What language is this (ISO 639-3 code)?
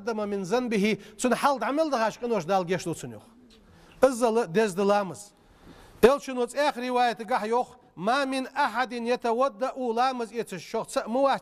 inh